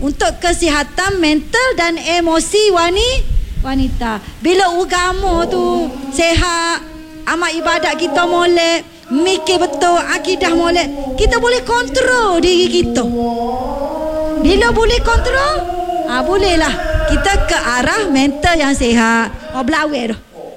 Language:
Malay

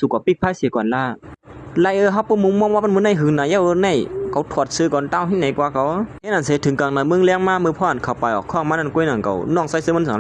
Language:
Shan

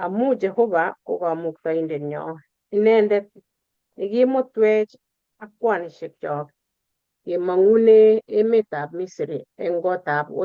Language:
Kalenjin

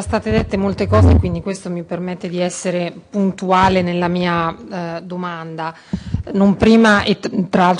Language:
Italian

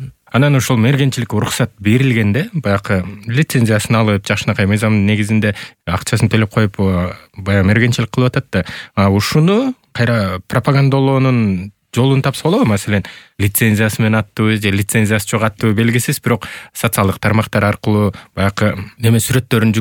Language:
Kyrgyz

